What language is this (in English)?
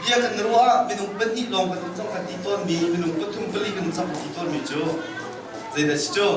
Hakha Chin